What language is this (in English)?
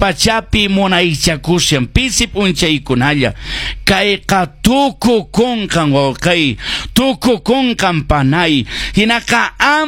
Quechua